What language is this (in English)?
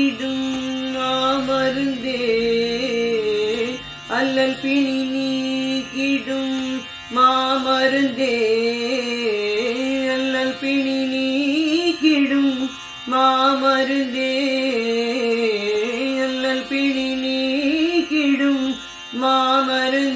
Tamil